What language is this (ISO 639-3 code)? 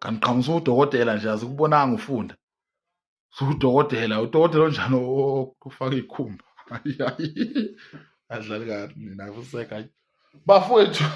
zul